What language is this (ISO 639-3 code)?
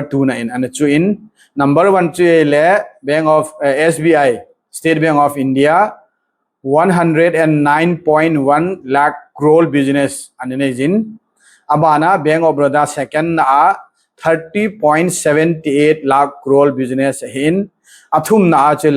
tcz